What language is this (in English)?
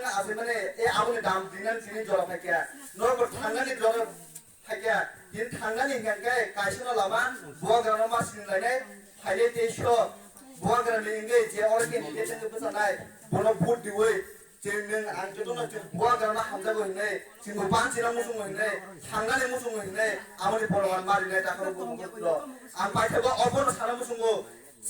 Kok Borok